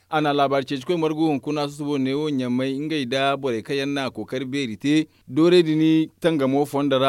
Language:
Zarma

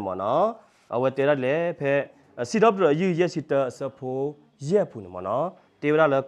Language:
S'gaw Karen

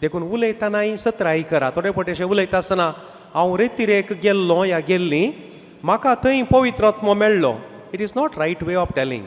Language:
Konkani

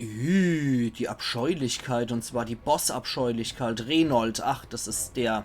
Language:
Palatine German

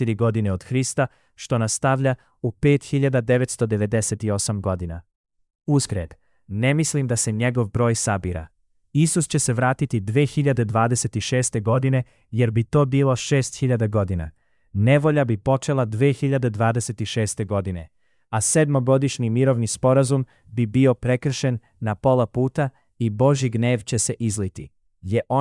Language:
Serbian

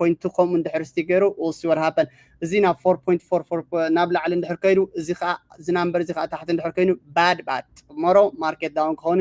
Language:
Tigrinya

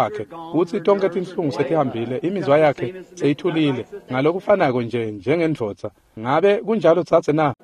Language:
Swati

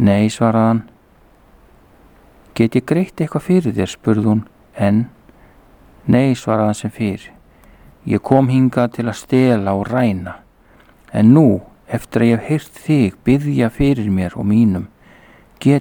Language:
Icelandic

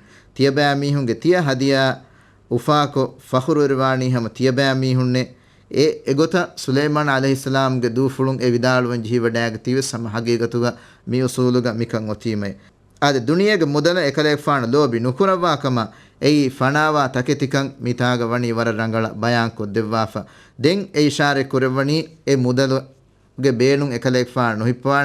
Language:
Divehi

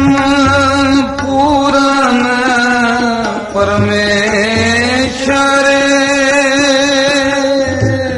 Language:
Punjabi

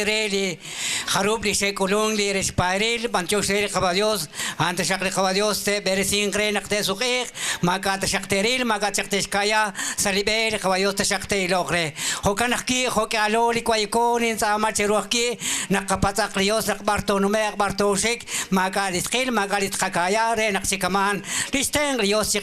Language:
Kekchí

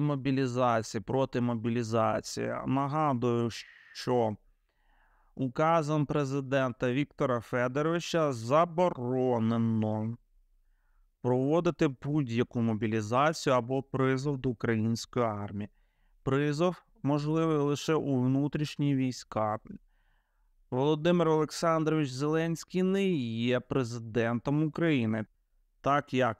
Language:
Ukrainian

